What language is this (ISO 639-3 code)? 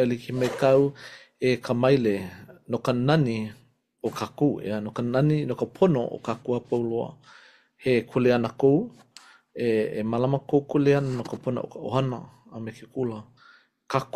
haw